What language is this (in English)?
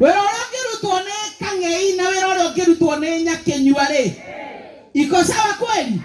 Kikuyu